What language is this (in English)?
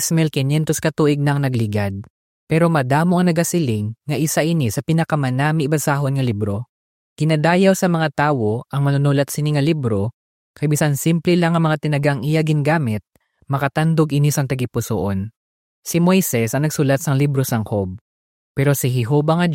Hiligaynon